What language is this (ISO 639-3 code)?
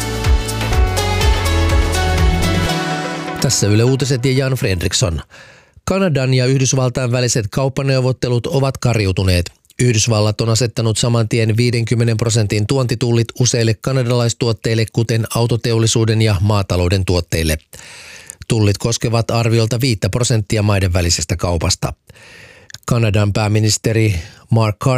fin